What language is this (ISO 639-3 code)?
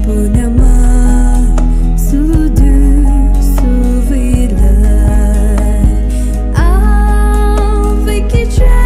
pmx